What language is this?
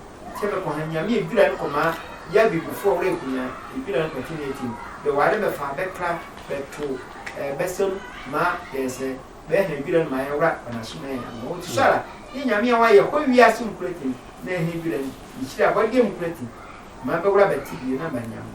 Sehwi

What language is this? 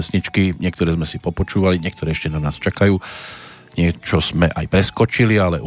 Slovak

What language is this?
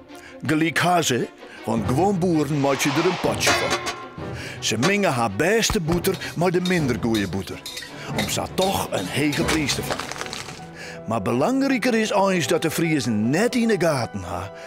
Western Frisian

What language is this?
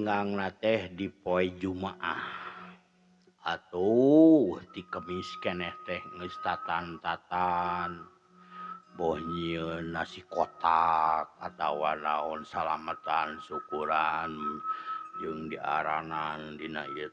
Sundanese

